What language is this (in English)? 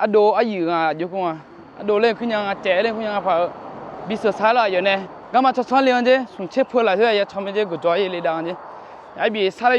Akha